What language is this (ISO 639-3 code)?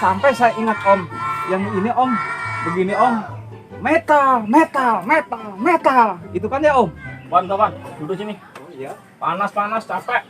bew